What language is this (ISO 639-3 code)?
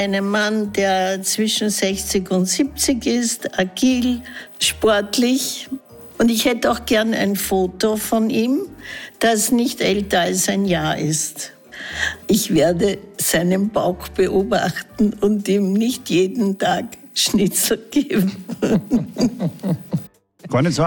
deu